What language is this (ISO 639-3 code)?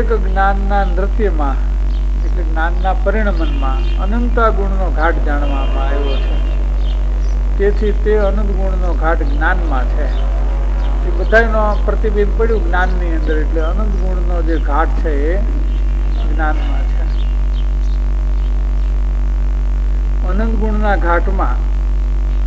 guj